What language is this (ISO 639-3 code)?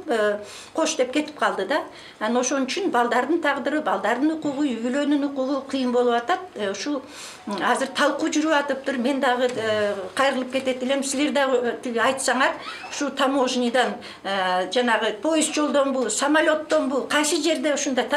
kir